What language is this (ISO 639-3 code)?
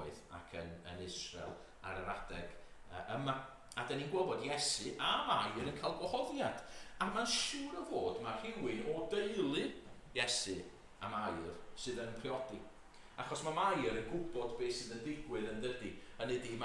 cym